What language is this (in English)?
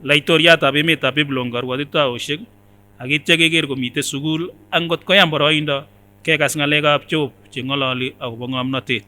Kipsigis